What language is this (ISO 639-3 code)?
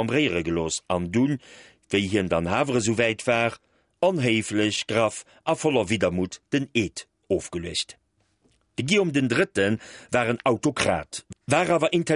ltz